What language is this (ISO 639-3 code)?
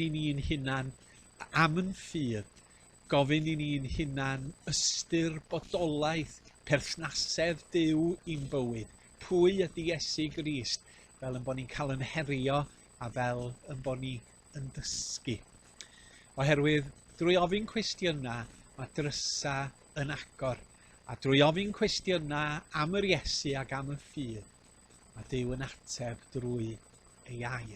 cym